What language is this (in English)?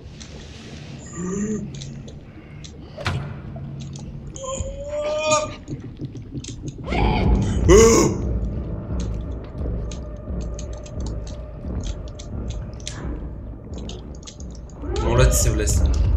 Bulgarian